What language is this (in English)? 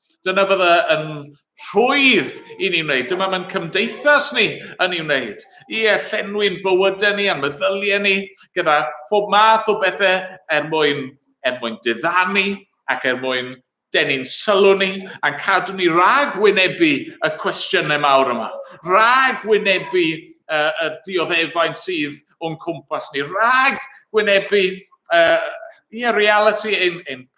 Welsh